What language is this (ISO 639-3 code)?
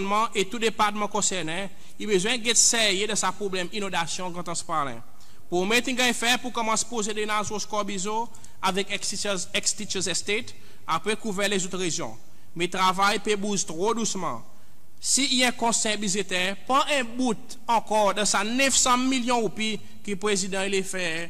crs